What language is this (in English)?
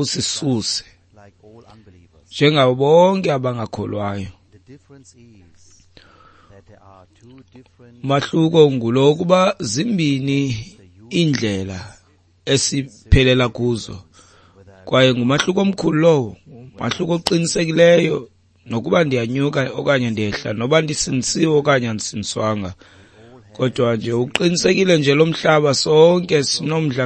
Xhosa